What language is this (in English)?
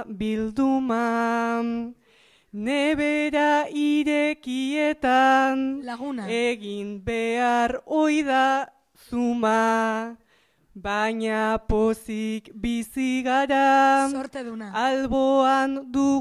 Basque